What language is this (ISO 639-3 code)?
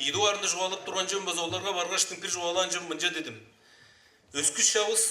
tyv